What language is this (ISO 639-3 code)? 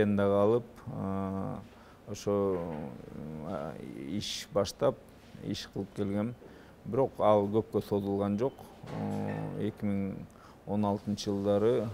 kir